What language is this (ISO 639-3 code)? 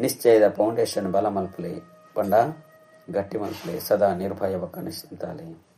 tcy